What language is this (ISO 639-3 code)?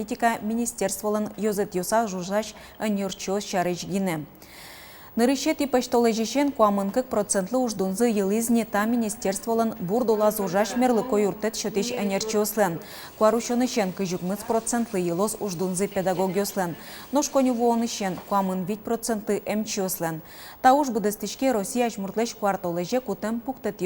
udm